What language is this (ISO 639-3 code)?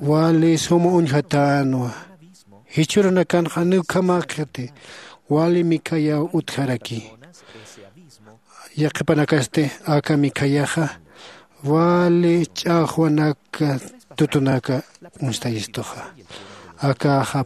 aym